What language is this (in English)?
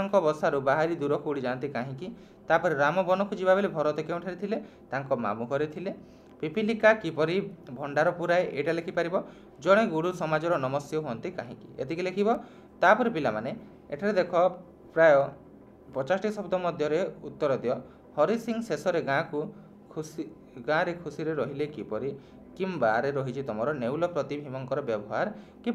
Odia